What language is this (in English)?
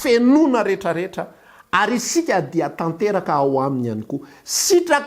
Malagasy